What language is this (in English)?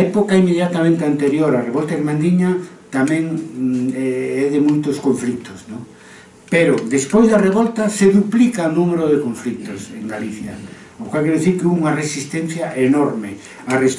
Galician